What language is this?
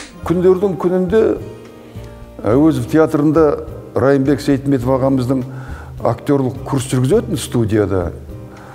Kazakh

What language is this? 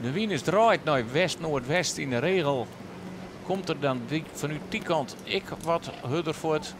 Western Frisian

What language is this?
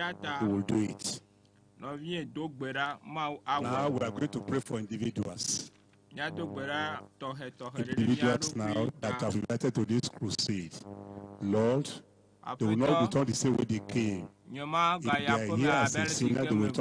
Ewe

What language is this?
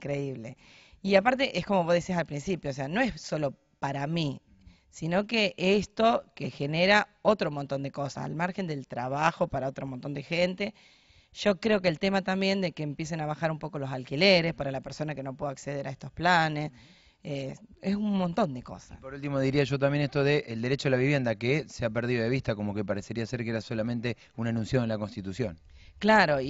Spanish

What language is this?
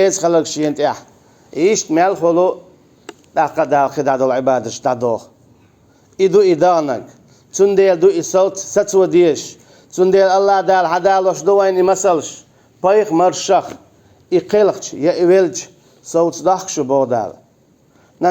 Chechen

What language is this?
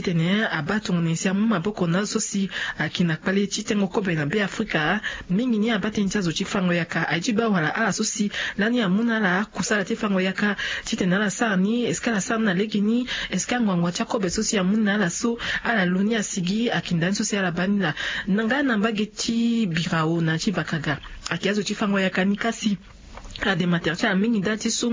Sango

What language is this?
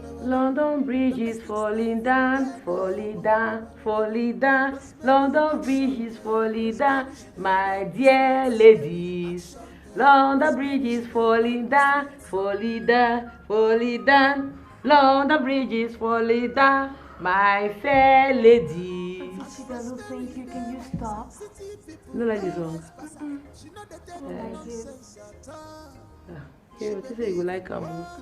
Nigerian Pidgin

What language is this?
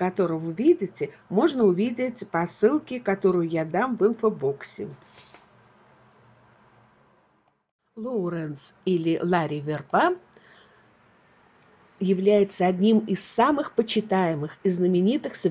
Russian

